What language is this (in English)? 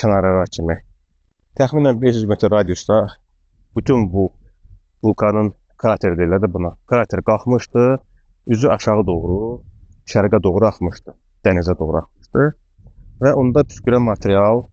Azerbaijani